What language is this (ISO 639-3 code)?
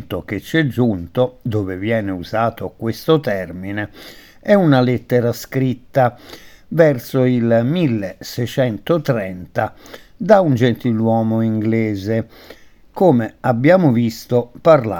ita